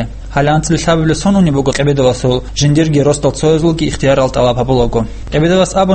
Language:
Avaric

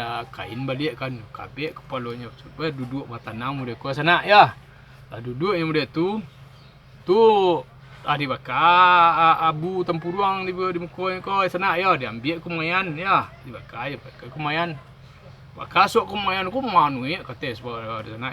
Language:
Minangkabau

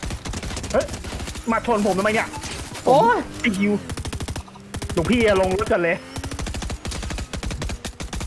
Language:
Thai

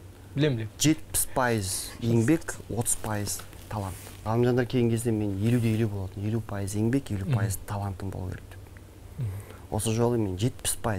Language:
Kazakh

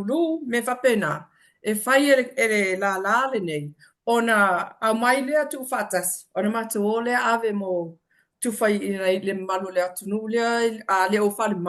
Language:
Samoan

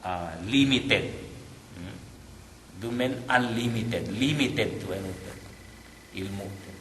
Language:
Yakan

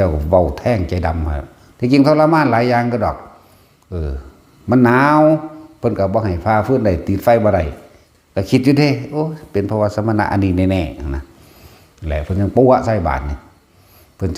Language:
Northeastern Thai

